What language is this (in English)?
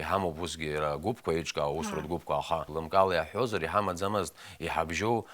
Abkhazian